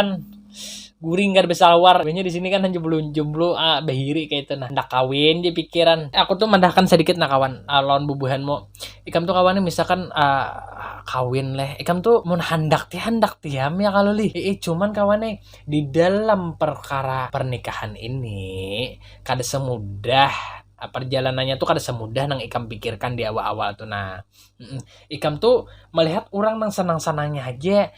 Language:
Banjar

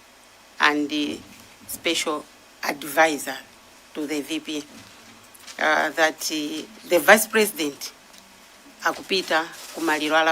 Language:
Nyanja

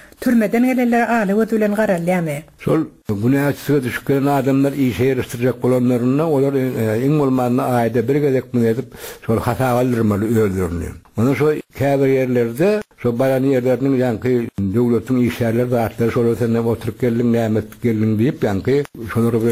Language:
Turkmen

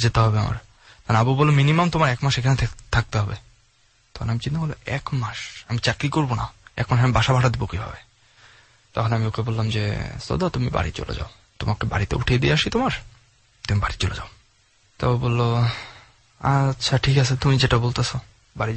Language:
Bangla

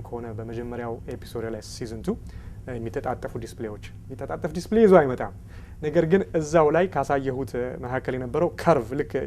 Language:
Amharic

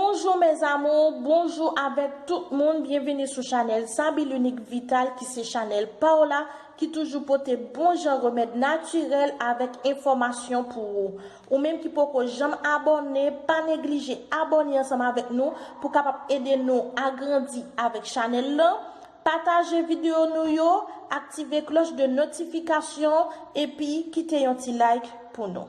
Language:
Haitian Creole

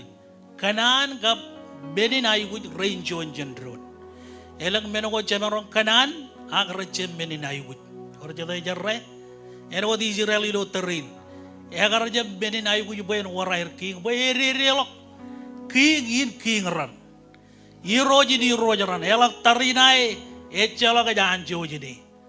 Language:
Marshallese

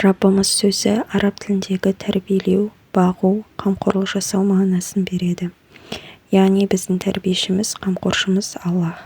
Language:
Kazakh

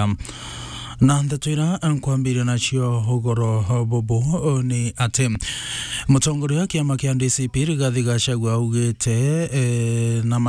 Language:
Meru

